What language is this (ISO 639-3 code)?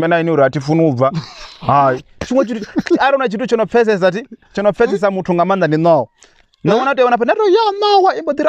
ven